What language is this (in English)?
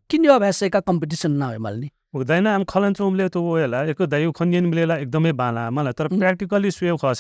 Newari